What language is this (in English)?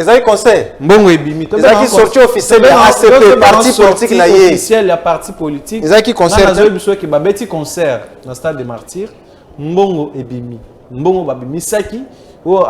Lingala